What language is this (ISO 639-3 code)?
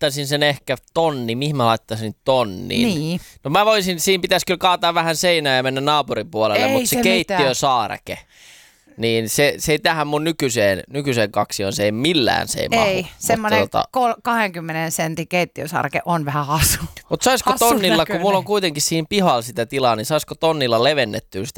fin